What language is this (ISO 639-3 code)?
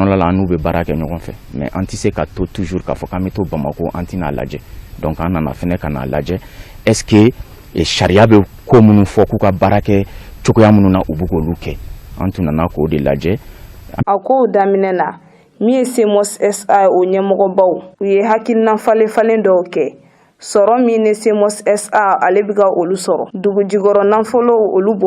bam